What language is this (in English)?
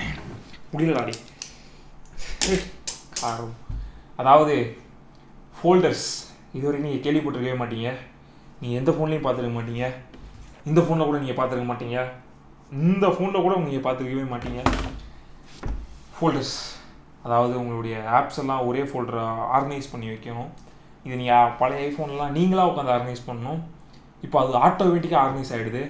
Tamil